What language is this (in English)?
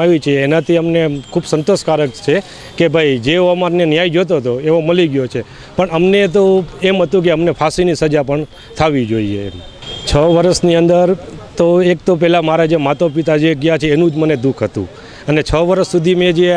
Gujarati